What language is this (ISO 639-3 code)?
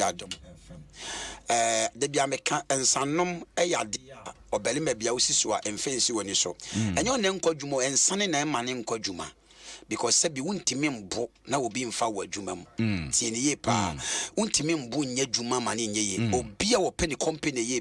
aka